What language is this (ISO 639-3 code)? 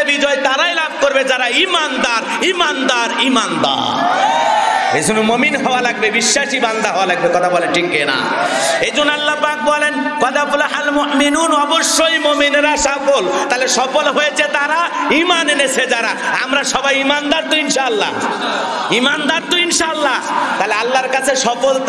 ben